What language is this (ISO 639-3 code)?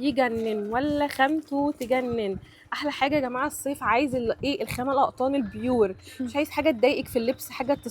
arz